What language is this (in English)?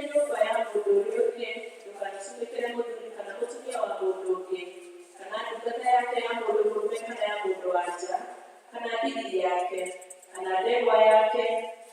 Kikuyu